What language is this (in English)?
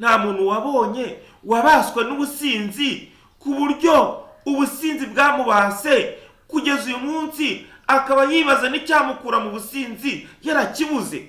Kinyarwanda